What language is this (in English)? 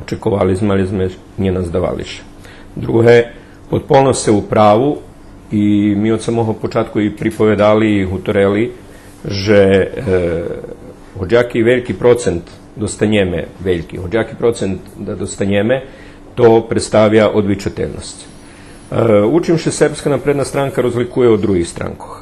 Rusyn